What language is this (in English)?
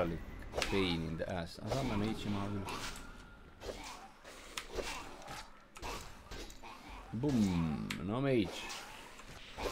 Estonian